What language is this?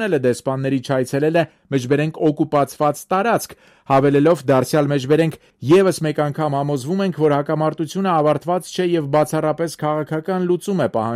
Armenian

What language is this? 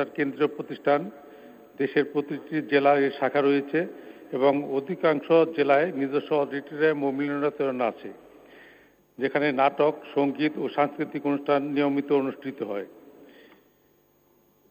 Bangla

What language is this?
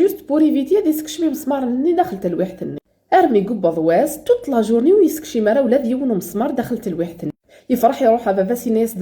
Kabyle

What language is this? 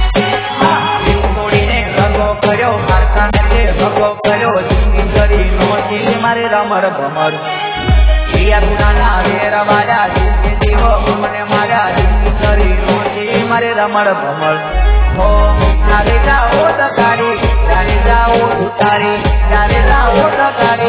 Gujarati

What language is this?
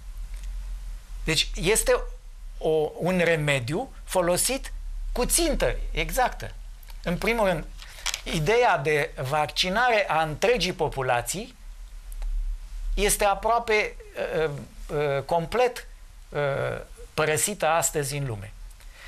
Romanian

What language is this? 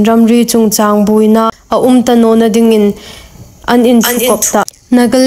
Hmar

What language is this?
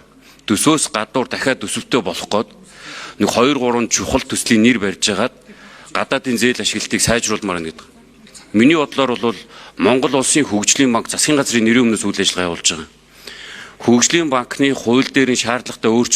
Mongolian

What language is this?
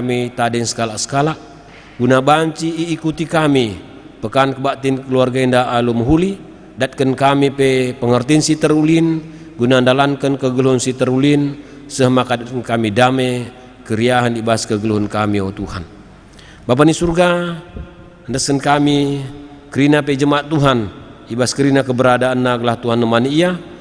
Batak Karo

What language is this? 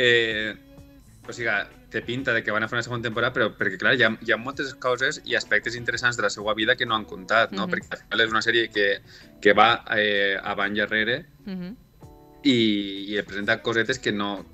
Catalan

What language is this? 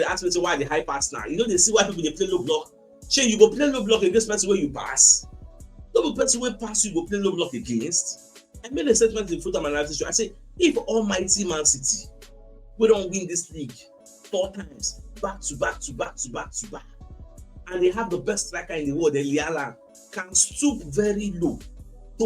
Nigerian Pidgin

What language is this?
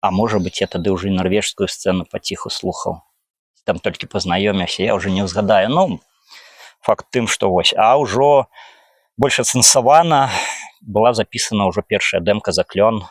Belarusian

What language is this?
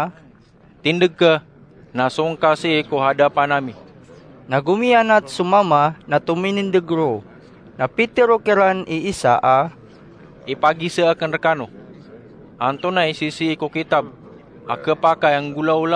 Maranao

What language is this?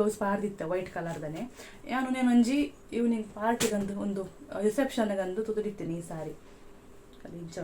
Tulu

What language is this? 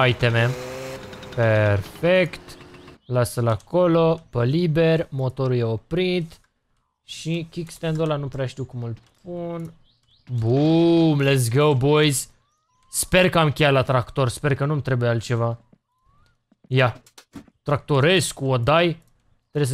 Romanian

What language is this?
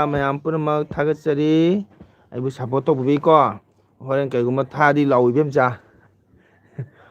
Manipuri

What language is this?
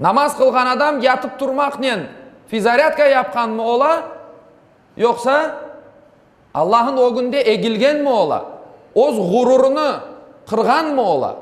Crimean Tatar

